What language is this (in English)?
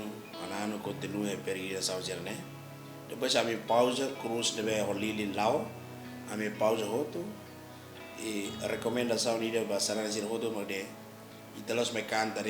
Tetum